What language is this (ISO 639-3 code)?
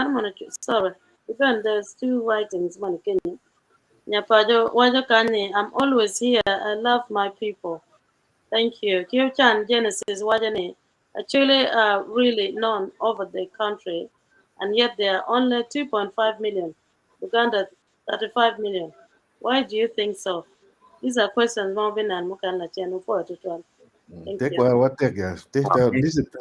ach